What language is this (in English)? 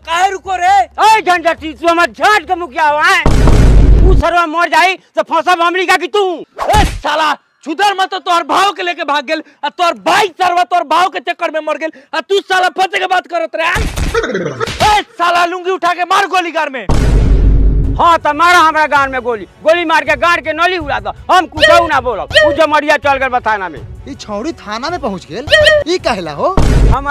Bhojpuri